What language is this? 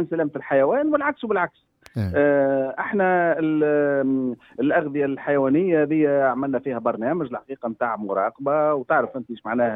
Tunisian Arabic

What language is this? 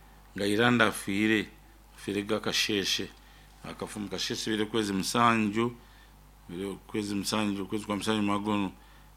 Nyoro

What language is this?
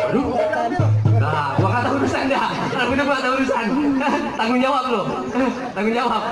Betawi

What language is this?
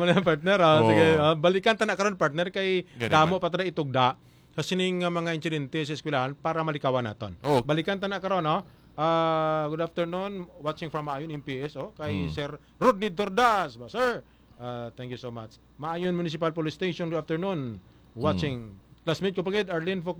Hiligaynon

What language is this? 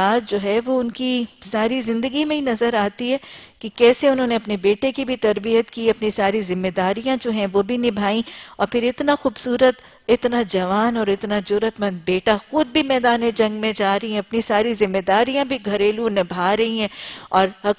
Urdu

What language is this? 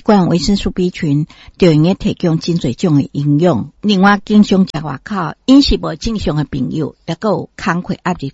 Min Nan Chinese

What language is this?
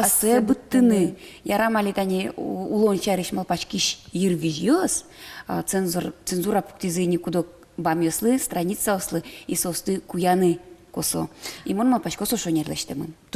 Udmurt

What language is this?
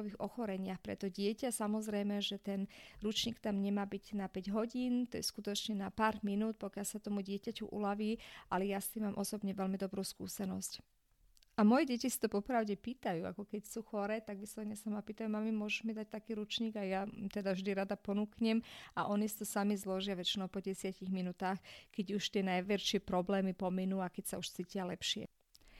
Slovak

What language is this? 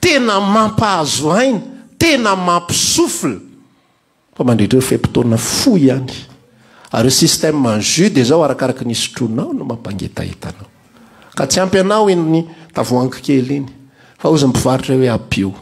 Malagasy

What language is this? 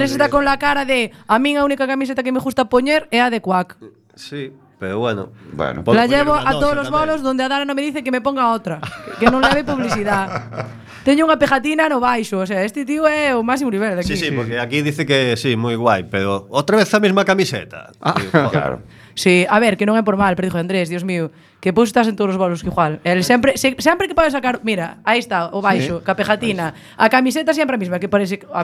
Galician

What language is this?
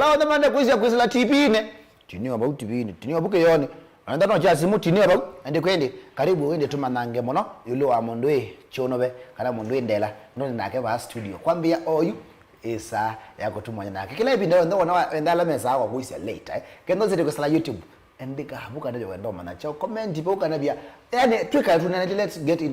Kamba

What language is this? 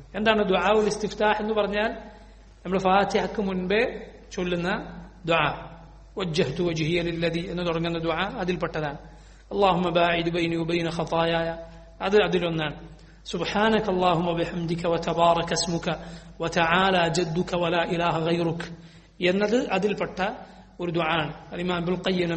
Malayalam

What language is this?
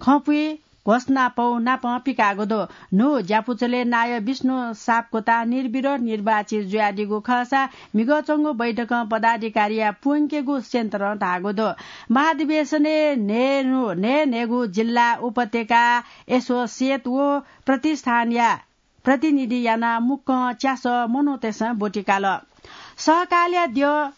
Newari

